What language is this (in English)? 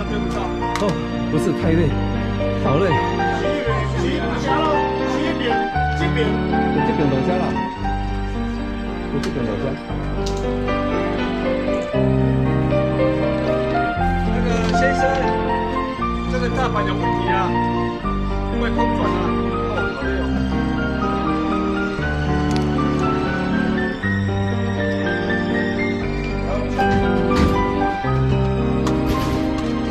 Chinese